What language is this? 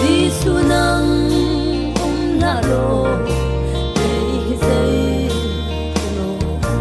Falam Chin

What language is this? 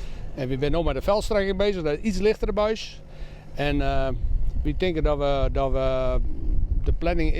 Western Frisian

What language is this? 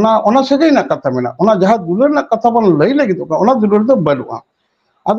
Santali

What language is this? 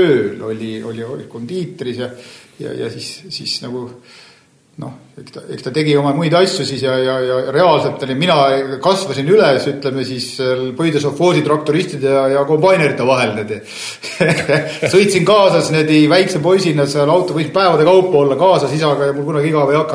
Estonian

